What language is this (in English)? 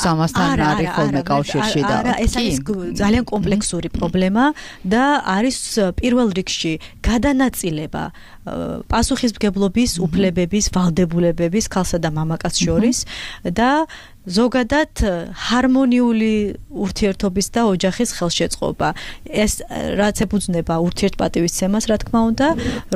Georgian